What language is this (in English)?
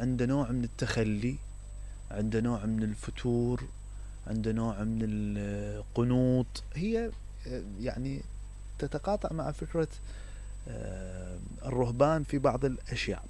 Mesopotamian Arabic